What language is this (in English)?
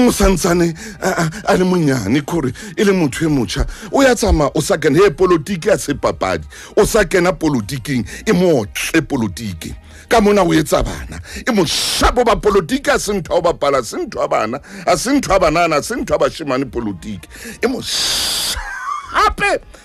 Southern Sotho